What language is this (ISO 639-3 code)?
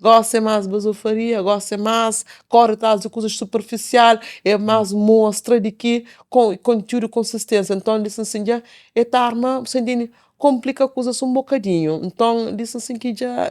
kea